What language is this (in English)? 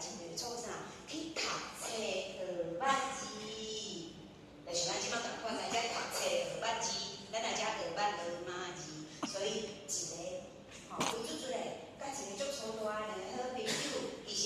Min Nan Chinese